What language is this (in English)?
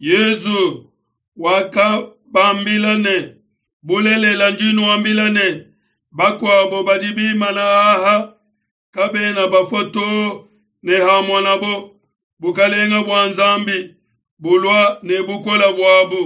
Luba-Lulua